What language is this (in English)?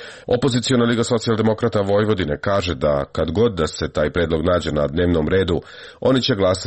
Serbian